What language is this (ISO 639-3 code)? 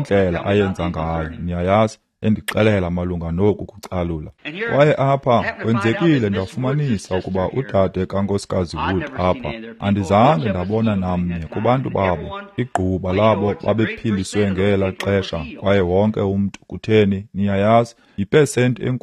xho